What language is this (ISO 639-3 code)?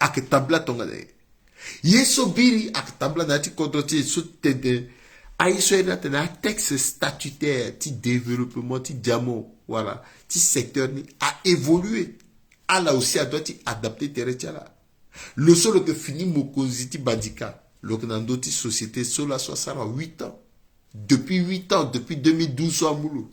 sag